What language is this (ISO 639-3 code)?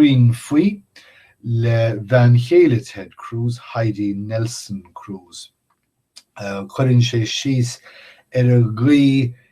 gle